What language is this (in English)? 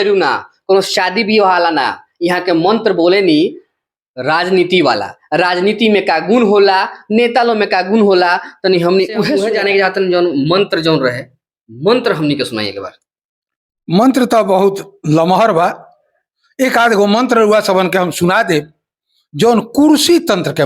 Bhojpuri